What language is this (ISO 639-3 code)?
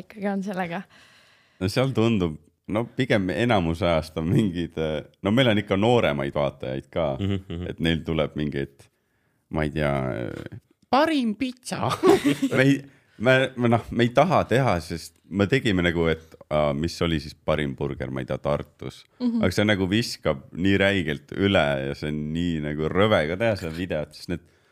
est